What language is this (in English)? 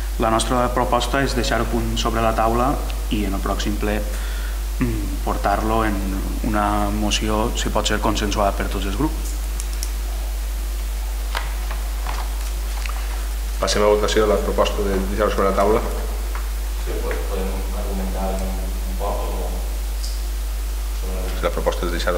Catalan